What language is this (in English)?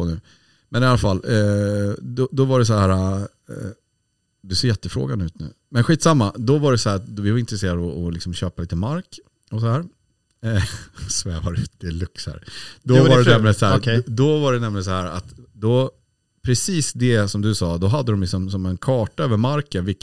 Swedish